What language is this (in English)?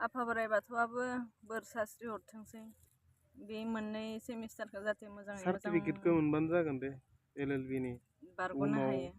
Bodo